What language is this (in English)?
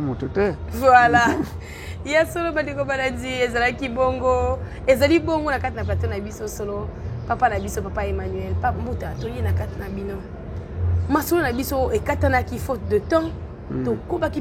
Lingala